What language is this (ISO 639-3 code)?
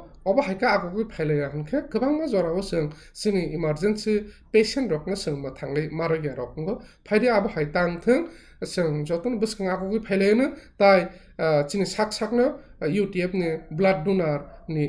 trp